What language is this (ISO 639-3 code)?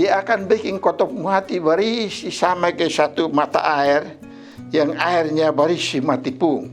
mkn